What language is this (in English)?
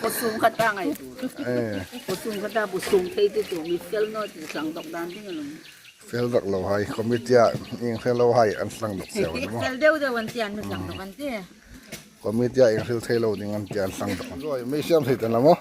Hmar